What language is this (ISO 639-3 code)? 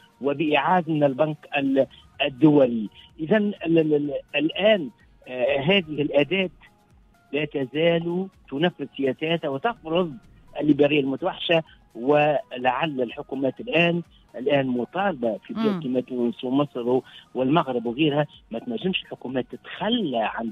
aeb